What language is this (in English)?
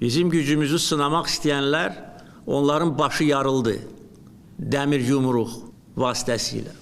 Azerbaijani